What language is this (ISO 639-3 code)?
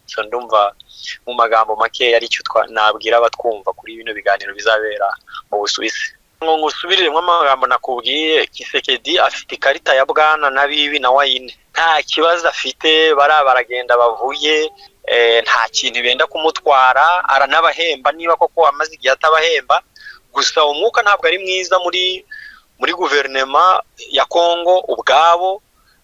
kin